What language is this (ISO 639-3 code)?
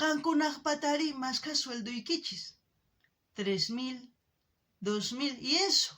quh